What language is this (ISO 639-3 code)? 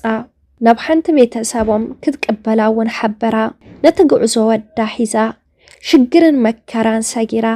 tir